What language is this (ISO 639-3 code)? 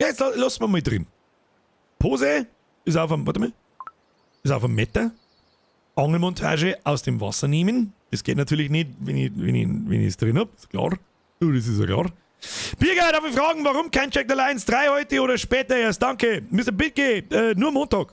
bar